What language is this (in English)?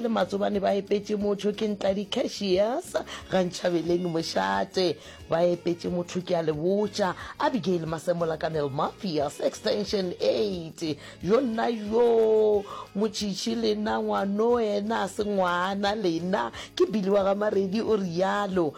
Northern Sotho